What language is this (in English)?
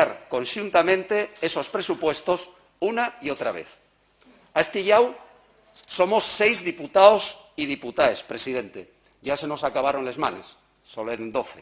Asturian